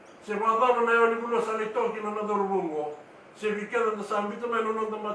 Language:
Fijian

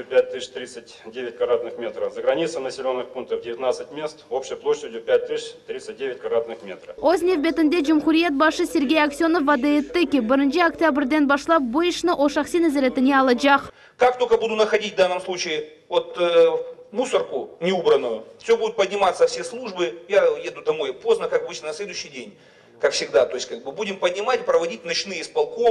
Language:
Crimean Tatar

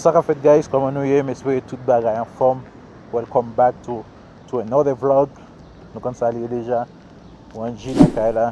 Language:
Haitian Creole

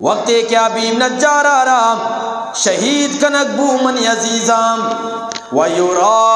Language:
Eastern Balochi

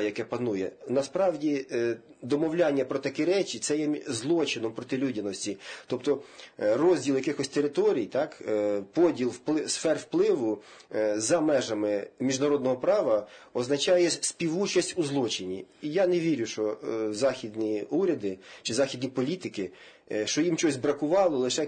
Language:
Ukrainian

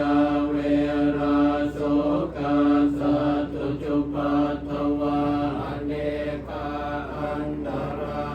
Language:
Pali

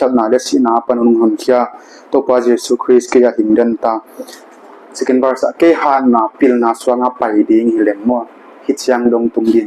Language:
Paite Chin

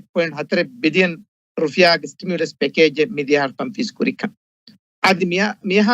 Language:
Divehi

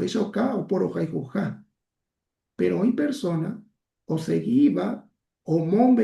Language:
Guarani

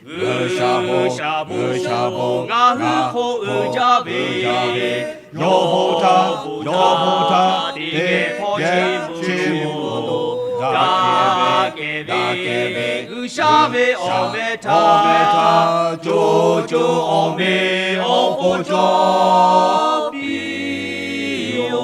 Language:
Lahu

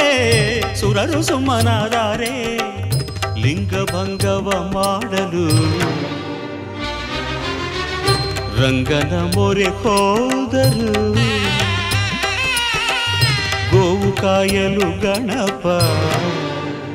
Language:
Kannada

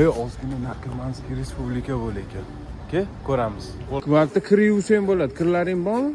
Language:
Uzbek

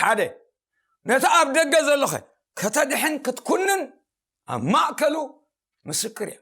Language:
Tigrinya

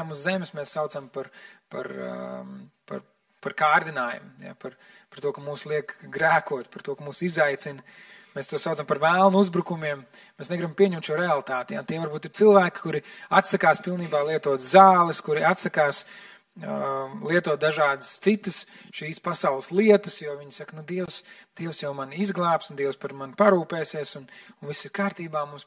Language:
Latvian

